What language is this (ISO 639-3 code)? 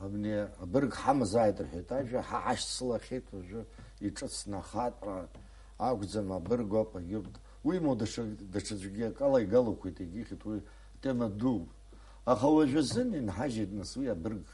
abk